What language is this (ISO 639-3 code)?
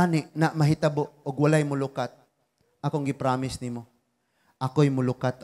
ceb